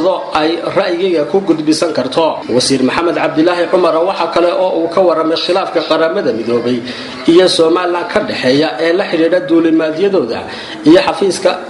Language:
Somali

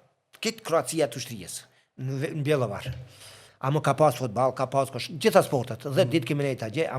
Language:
Albanian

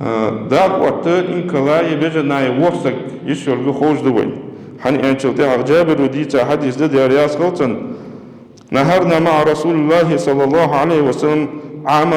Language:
Ingush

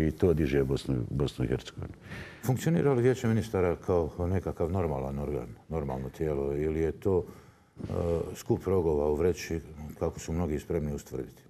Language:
Bosnian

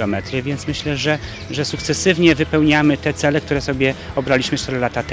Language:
Polish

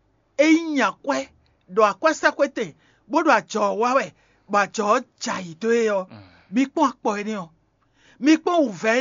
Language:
Fon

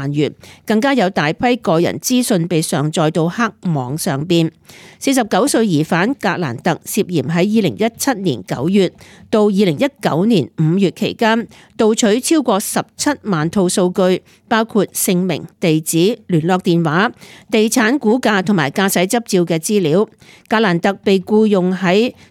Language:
Cantonese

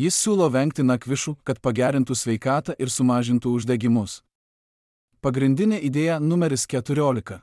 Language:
Lithuanian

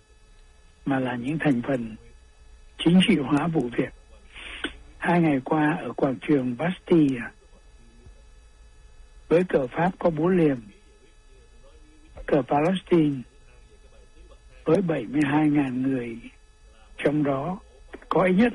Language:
Vietnamese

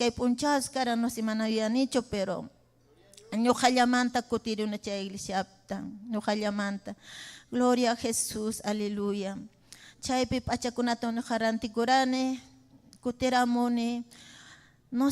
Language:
Ayacucho Quechua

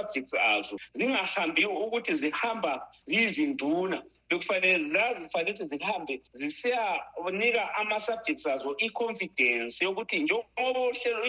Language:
North Ndebele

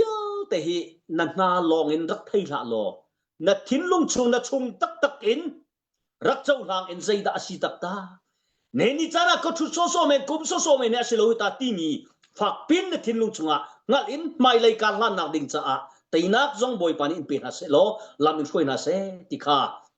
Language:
Hakha Chin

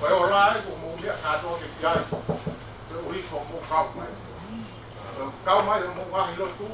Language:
Tongan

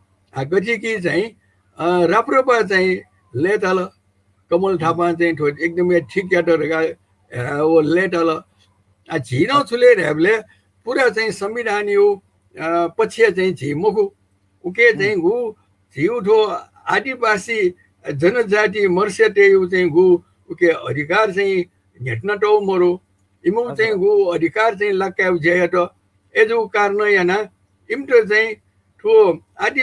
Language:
Newari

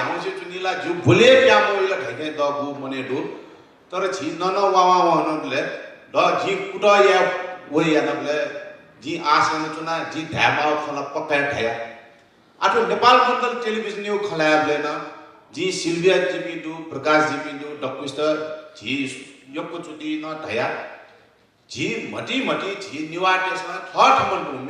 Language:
Newari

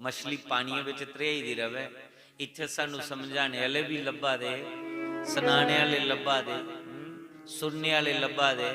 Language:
Dogri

